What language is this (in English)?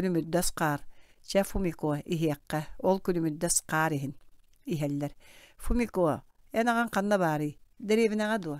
Yakut